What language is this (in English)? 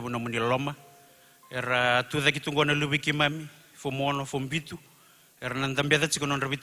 Fijian